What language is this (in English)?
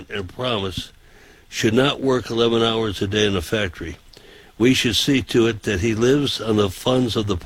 English